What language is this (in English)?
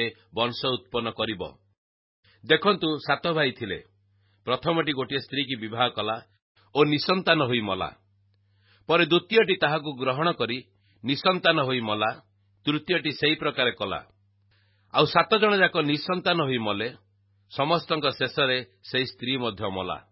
Odia